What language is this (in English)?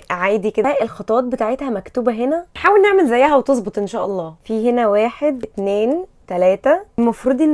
Egyptian Arabic